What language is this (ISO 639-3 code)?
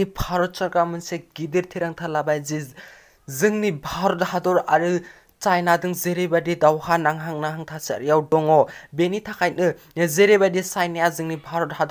brx